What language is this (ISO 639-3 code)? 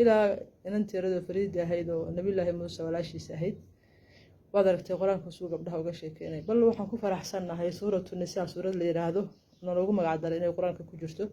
som